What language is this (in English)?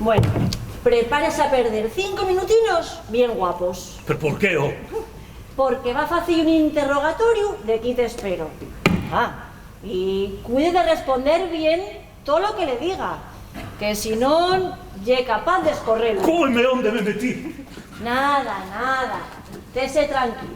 Asturian